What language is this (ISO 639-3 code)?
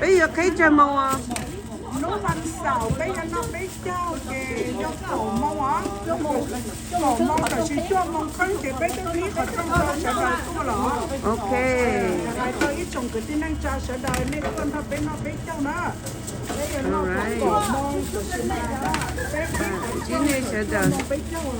hmn